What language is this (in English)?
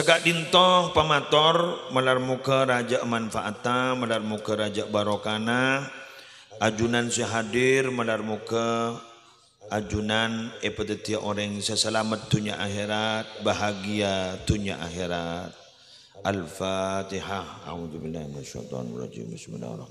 Madurese